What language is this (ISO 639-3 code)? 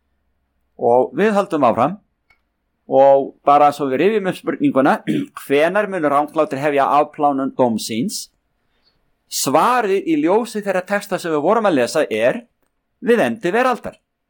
isl